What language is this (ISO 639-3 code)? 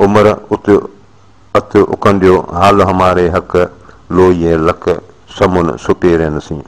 snd